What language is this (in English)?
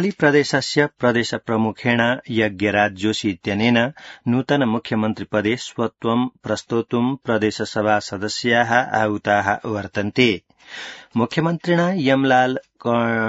Sanskrit